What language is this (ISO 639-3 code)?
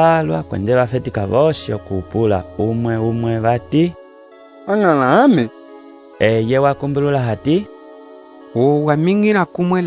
umb